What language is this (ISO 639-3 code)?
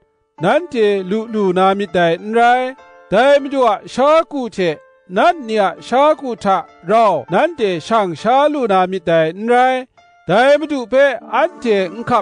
kac